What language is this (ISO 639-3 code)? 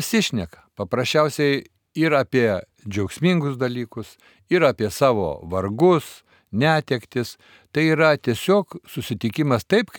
lit